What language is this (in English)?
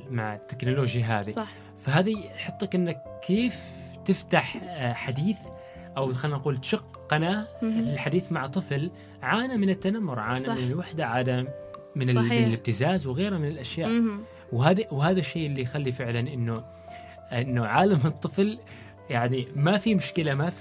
Gulf Arabic